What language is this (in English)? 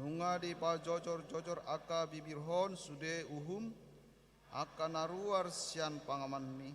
Batak Toba